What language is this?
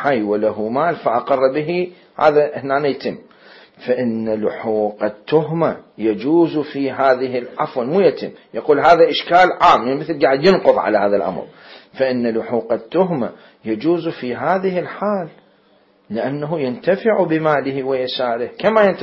Mesopotamian Arabic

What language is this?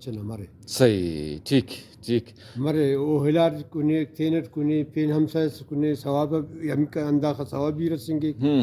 Brahui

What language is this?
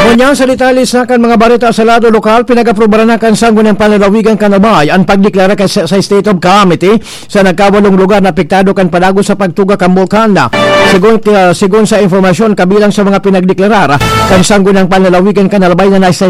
Bikol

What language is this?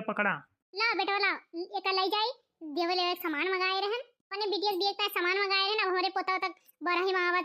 Awadhi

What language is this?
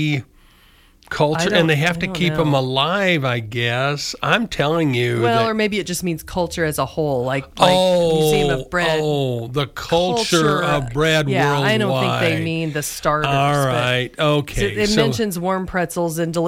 English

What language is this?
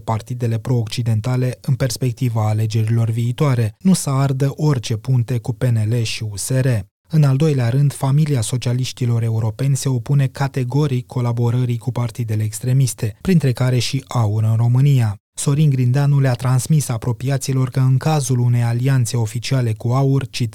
Romanian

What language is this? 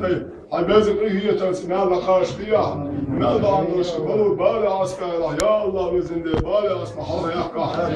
Chechen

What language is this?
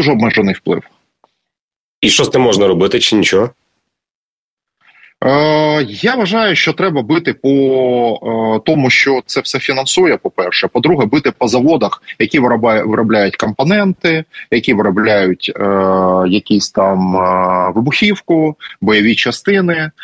Ukrainian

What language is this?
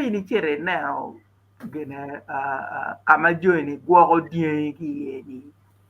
Acoli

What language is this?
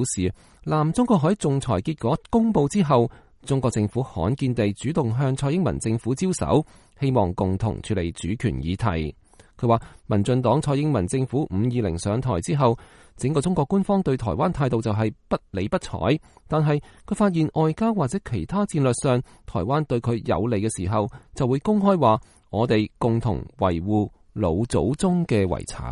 Cantonese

